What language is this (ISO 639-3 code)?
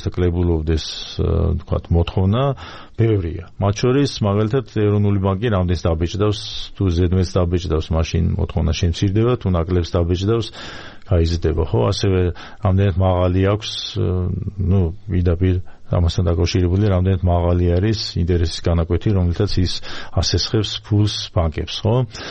kat